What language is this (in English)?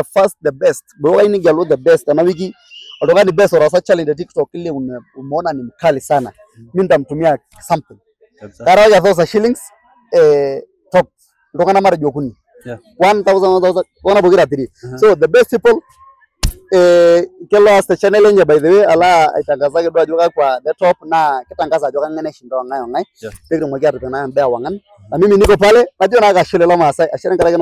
Masai